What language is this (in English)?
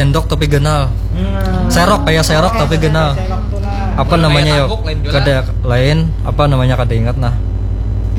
Banjar